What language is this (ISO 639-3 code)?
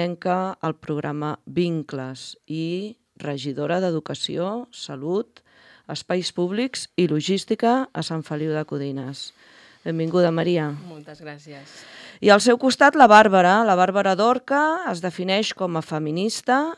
cat